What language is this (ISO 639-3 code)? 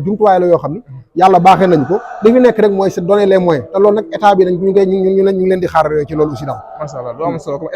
wol